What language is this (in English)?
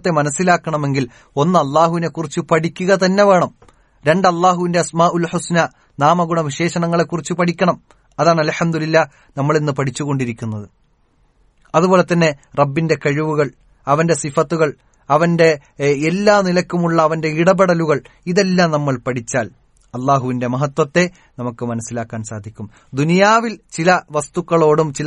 Malayalam